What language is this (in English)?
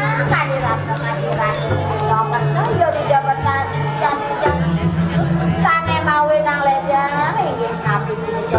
Balinese